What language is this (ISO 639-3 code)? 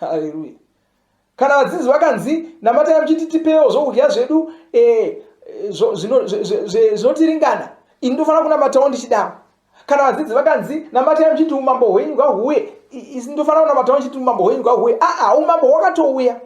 sna